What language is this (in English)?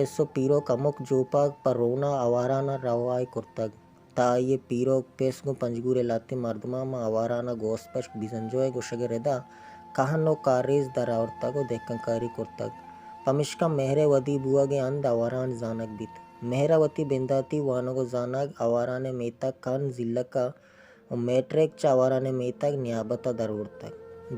Baluchi